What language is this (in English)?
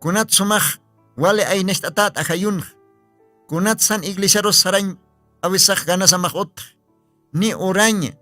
Aymara